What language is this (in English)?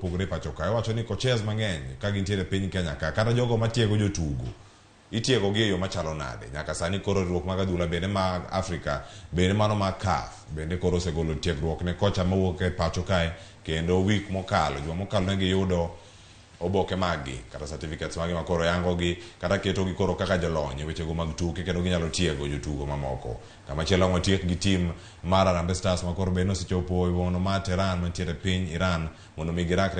Luo (Kenya and Tanzania)